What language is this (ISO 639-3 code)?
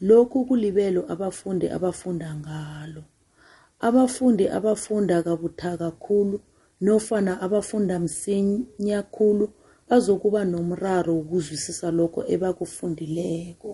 nbl